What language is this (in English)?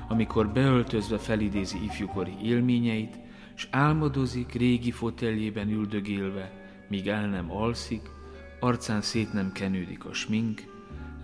Hungarian